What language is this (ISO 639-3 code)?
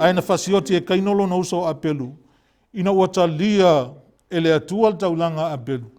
smo